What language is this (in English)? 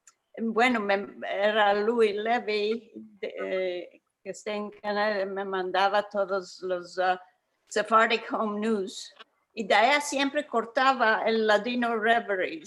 Ladino